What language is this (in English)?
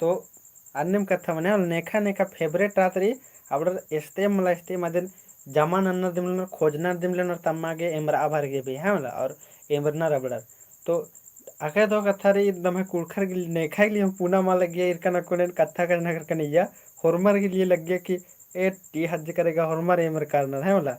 Kurukh